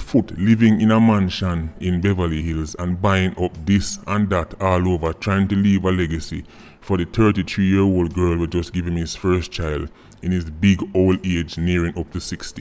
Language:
Jamaican Creole English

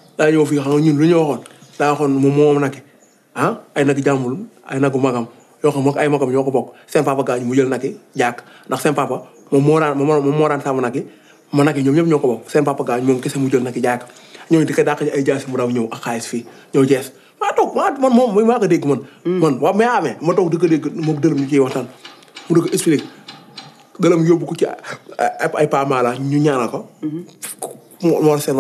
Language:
Wolof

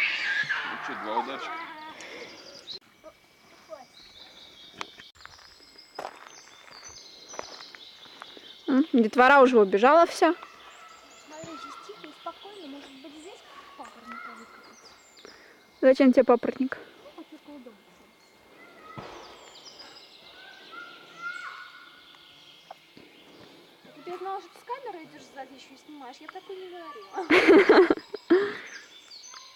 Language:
Russian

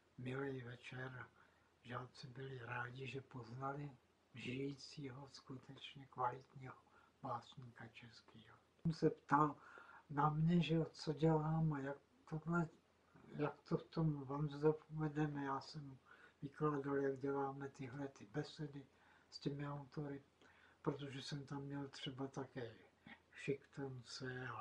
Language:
Czech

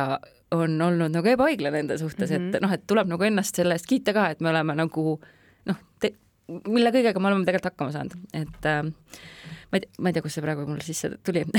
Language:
Estonian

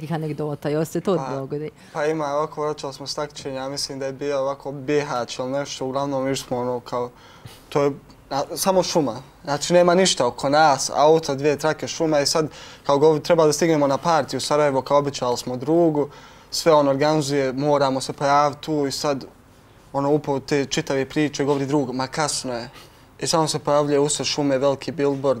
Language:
Bosnian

